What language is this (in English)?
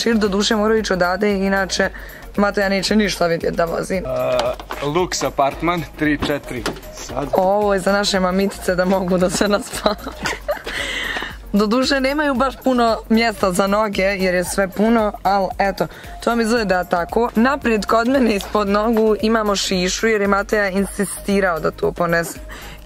Croatian